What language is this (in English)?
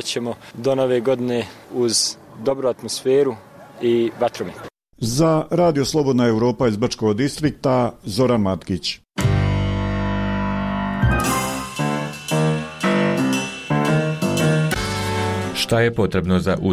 Bosnian